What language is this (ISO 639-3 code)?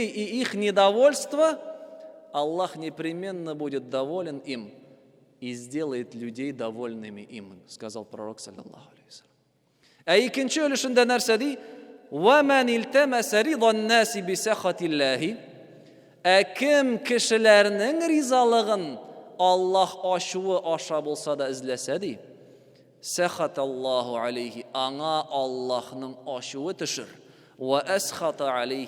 tat